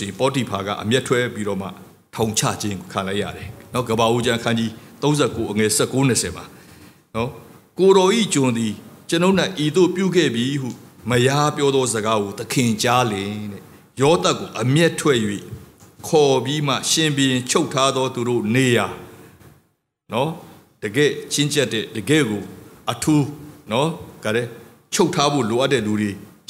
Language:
Burmese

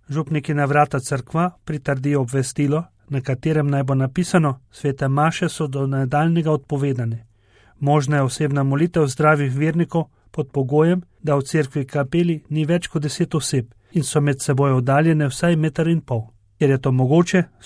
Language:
Slovenian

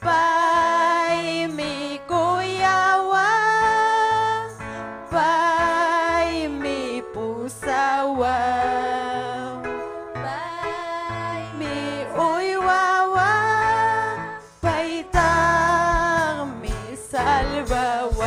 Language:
Ayacucho Quechua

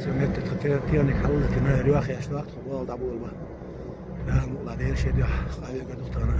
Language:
Chechen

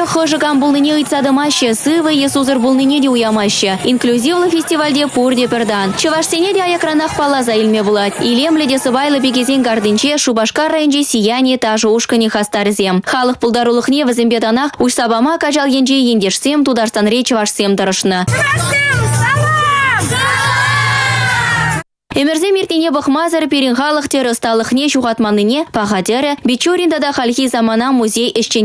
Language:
Chuvash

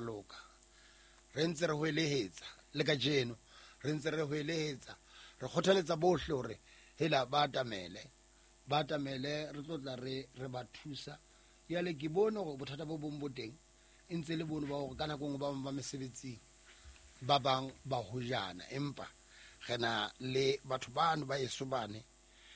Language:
Southern Sotho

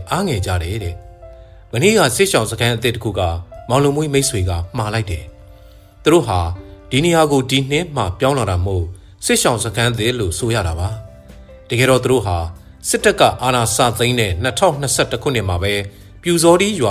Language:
Burmese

